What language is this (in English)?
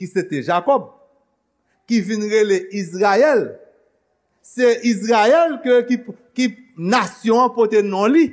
Haitian Creole